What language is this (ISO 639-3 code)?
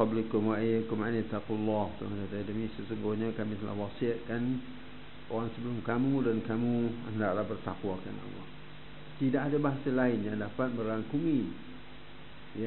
msa